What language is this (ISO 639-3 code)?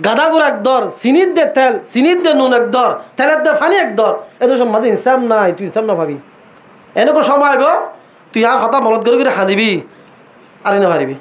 rhg